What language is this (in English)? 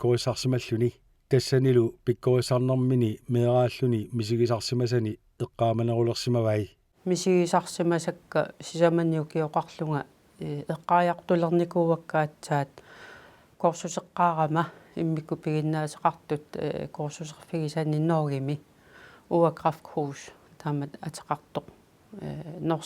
Kalaallisut